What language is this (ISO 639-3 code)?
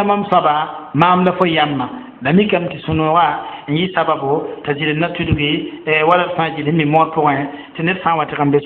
mos